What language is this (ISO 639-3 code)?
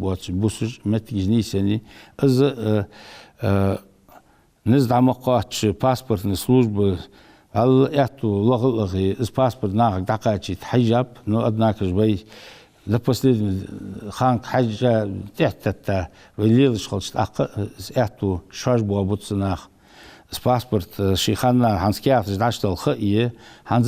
inh